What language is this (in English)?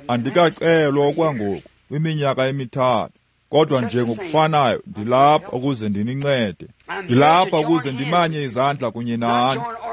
Xhosa